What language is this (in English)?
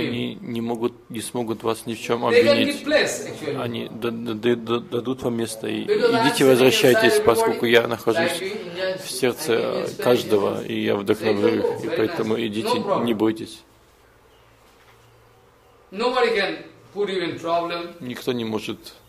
Russian